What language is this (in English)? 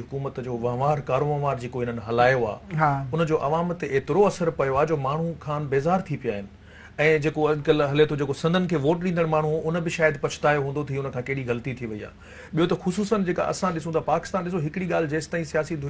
Sindhi